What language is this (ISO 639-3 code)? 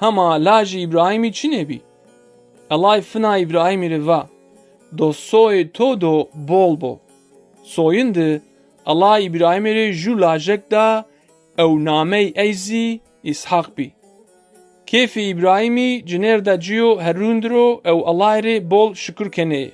zza